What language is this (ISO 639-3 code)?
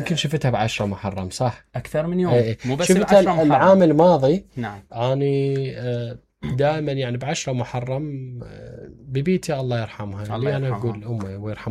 acm